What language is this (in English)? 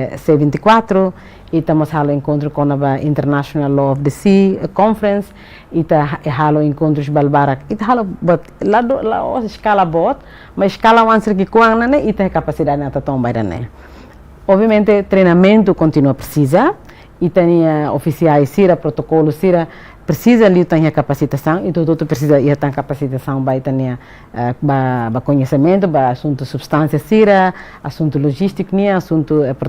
Tetum